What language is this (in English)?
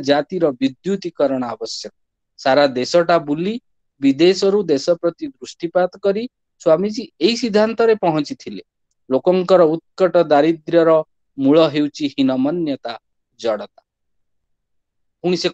Odia